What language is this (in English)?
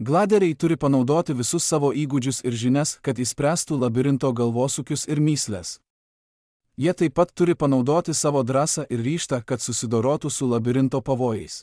Lithuanian